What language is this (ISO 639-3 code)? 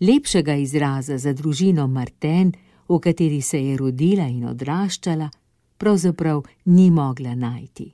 slv